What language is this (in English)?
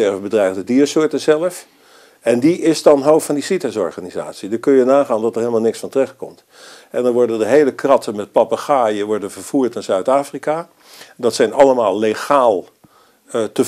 Dutch